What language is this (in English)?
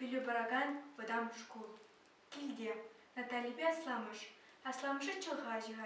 Chuvash